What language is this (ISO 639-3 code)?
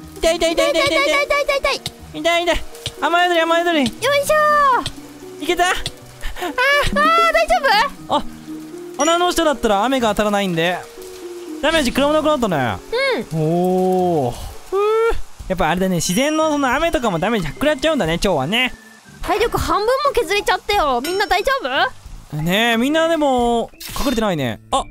jpn